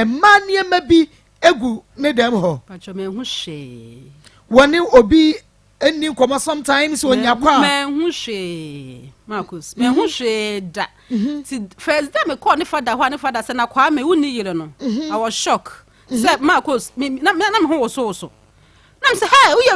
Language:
Akan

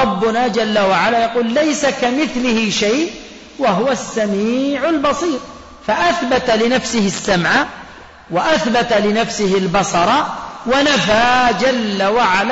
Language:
Arabic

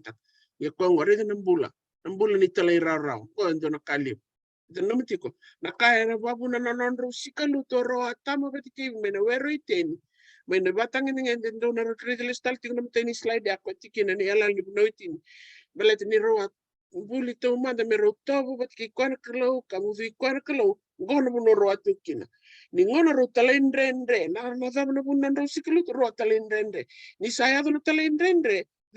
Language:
Fijian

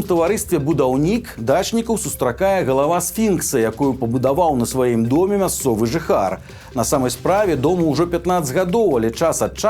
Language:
Belarusian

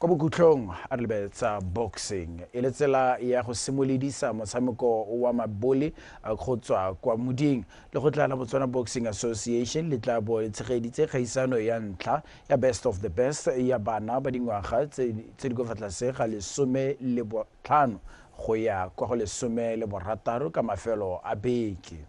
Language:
Tswana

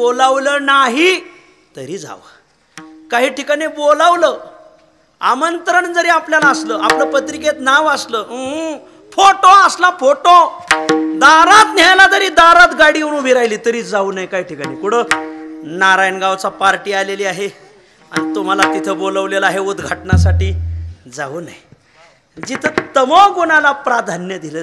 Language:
Marathi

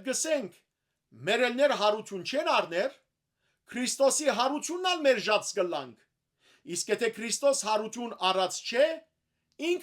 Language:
Western Armenian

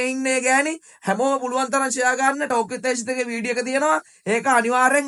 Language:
Sinhala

